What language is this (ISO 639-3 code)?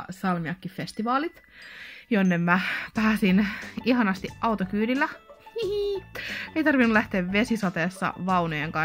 fin